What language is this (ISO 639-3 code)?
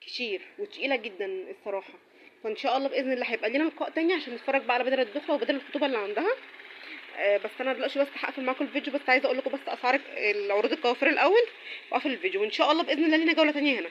arz